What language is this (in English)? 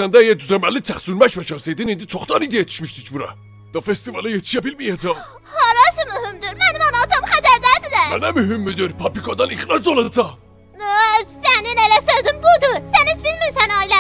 South Azerbaijani